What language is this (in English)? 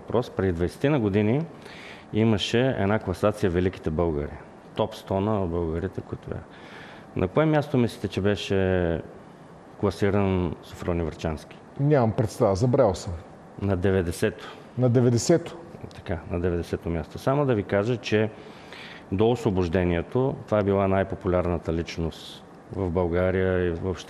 Bulgarian